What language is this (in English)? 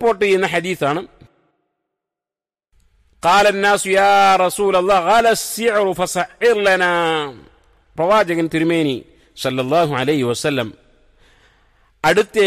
Malayalam